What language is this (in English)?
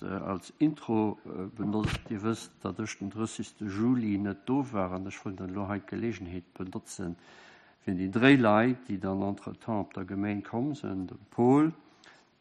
Luxembourgish